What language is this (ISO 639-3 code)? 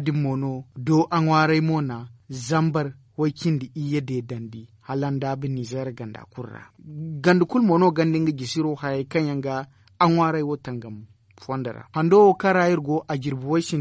dje